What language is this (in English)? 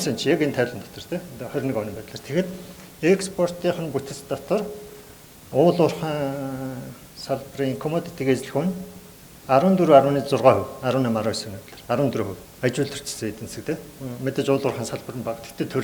Mongolian